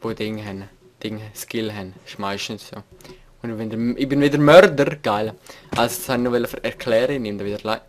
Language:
Swiss German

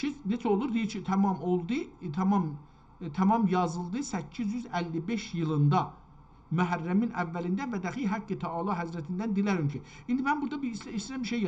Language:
South Azerbaijani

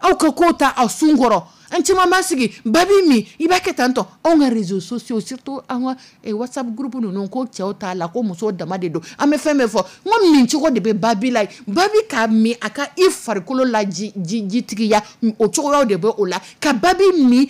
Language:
Dyula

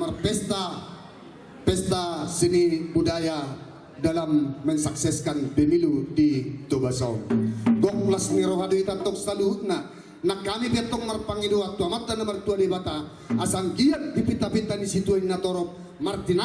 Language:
Batak Toba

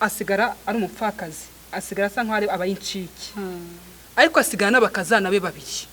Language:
Kinyarwanda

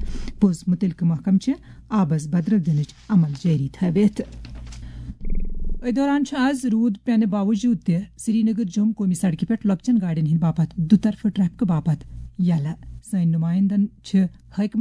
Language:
Kashmiri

